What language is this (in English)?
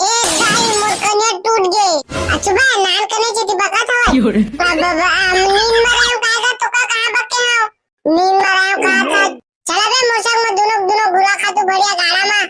Chhattisgarhi